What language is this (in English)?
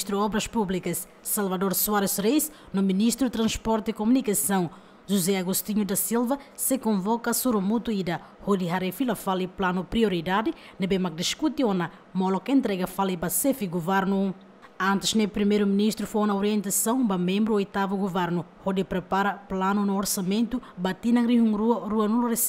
Tetum